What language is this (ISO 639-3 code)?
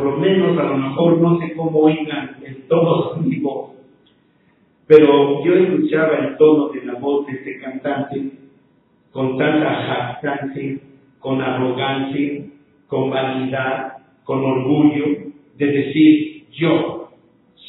spa